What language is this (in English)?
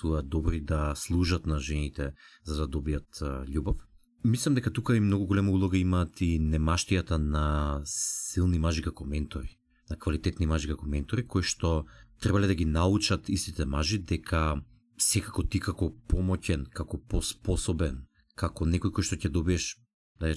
Macedonian